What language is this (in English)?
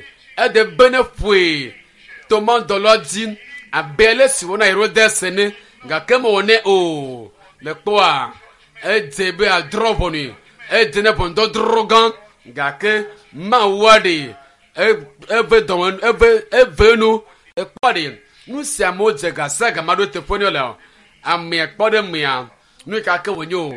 Ewe